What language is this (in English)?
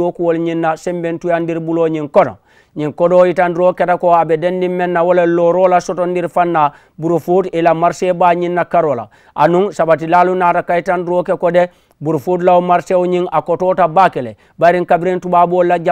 Mandingo